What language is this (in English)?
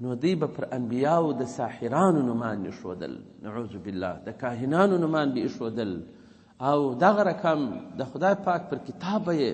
Pashto